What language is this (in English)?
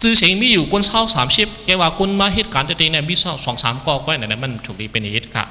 Shan